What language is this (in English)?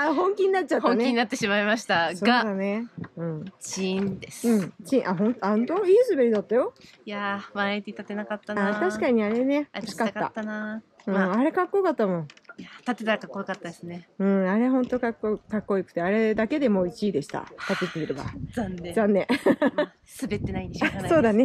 Japanese